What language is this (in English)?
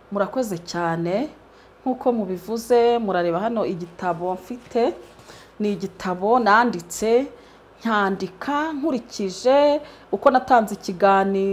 Kinyarwanda